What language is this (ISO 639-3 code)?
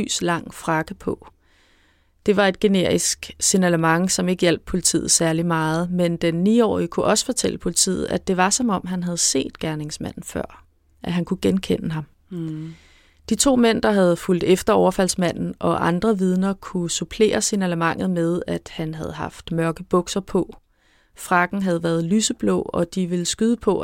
dan